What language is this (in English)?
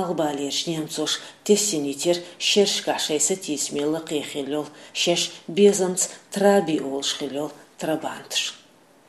Chechen